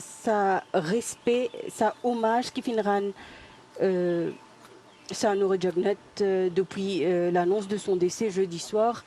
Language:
Morisyen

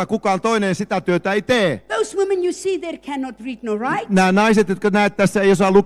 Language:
Finnish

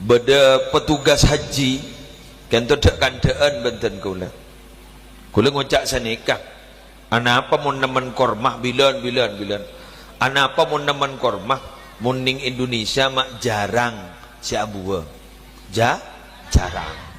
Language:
Madurese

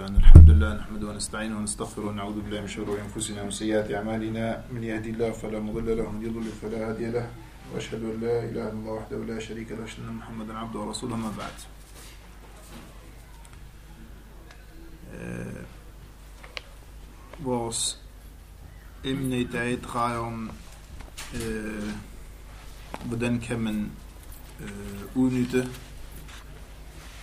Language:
Danish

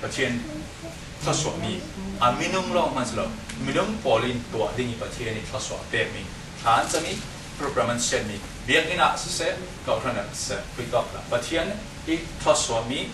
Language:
Falam Chin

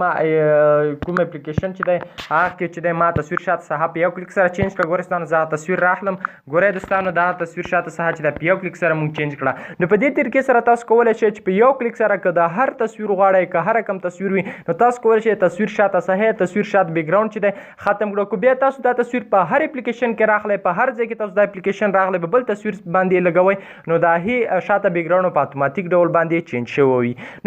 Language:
Pashto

